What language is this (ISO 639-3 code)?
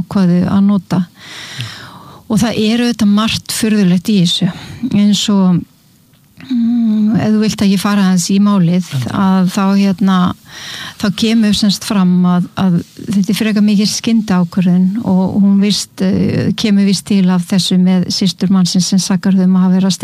isl